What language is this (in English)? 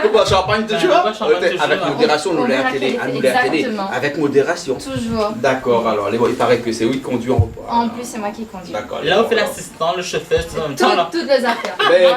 Réunion Creole French